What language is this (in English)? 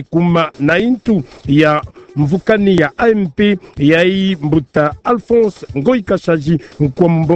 Kituba (Democratic Republic of Congo)